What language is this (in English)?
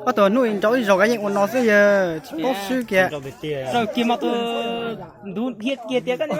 Hmong